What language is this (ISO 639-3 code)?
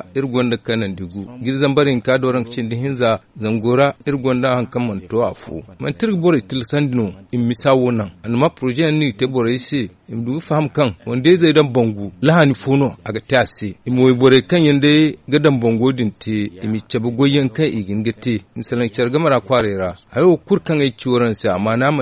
dje